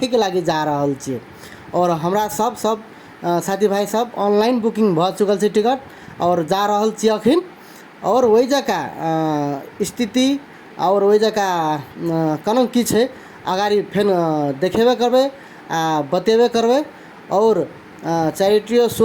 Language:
Maithili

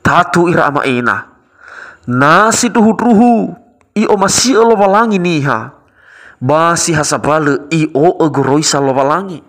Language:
Nias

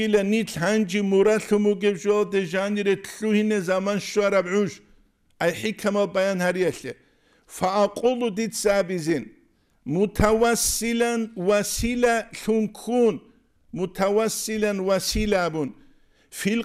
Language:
Avaric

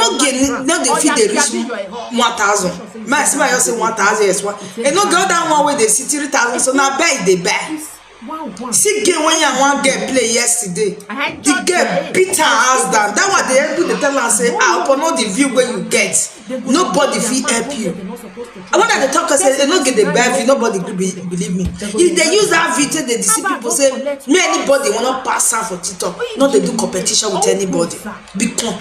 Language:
Nigerian Pidgin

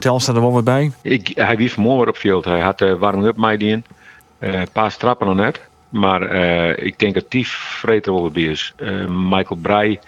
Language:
Western Frisian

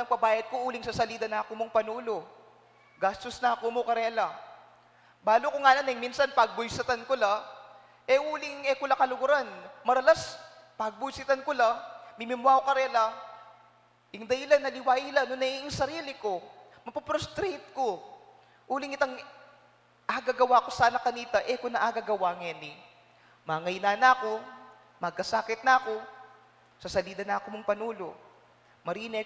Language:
Pampanga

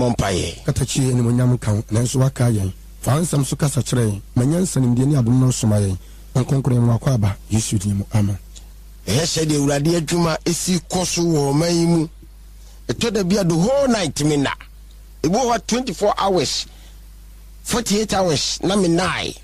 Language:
Akan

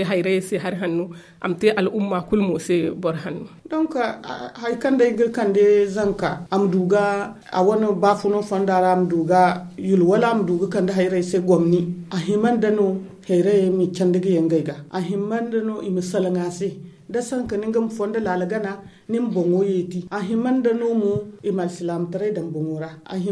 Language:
Zarma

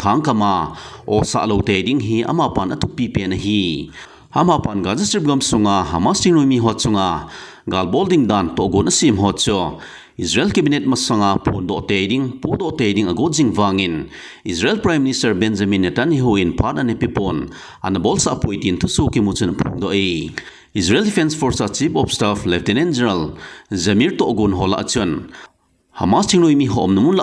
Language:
Thado Chin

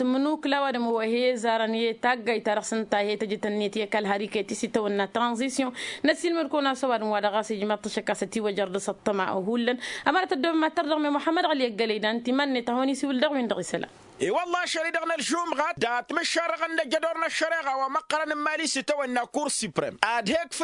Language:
Tamasheq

